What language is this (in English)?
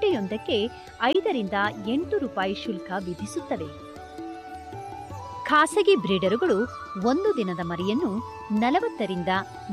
Kannada